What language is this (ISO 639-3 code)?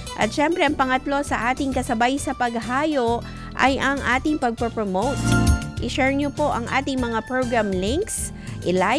fil